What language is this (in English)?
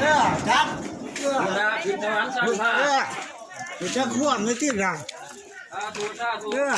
Northeastern Thai